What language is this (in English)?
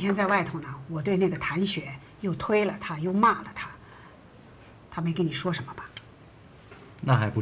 Chinese